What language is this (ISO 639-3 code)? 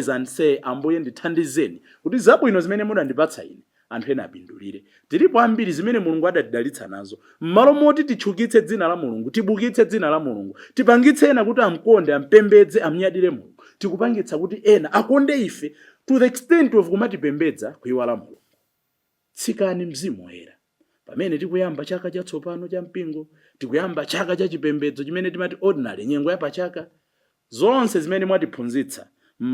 nya